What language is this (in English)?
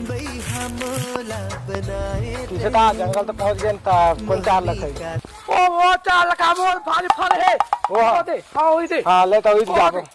Chhattisgarhi